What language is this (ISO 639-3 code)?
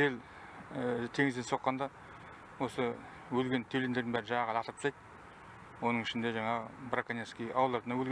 kaz